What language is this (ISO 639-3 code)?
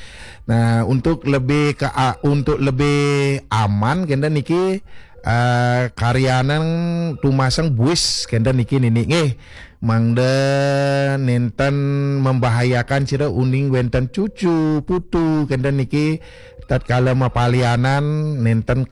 ban